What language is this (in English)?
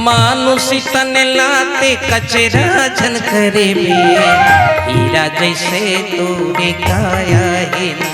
Chhattisgarhi